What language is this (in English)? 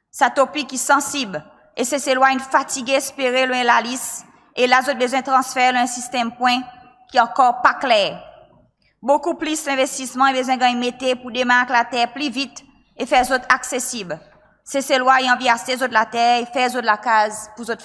Seselwa Creole French